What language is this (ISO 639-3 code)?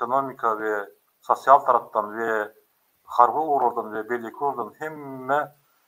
tuk